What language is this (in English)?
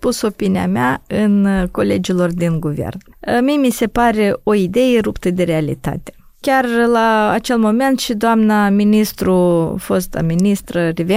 Romanian